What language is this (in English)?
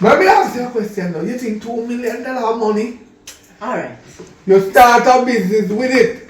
Jamaican Creole English